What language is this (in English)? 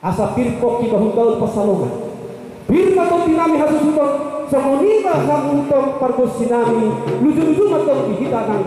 Batak Toba